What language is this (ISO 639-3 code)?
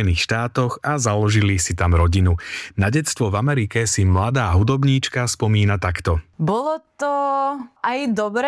slk